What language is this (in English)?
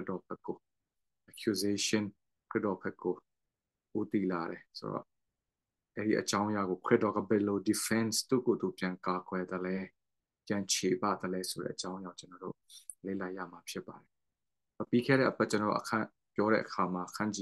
Burmese